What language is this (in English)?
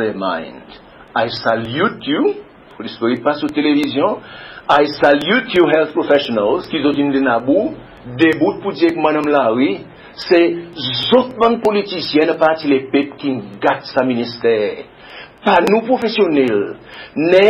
Seselwa Creole French